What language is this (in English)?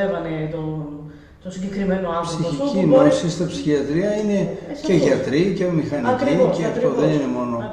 Greek